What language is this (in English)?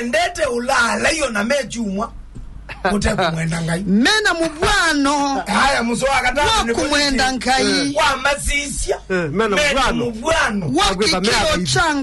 Kamba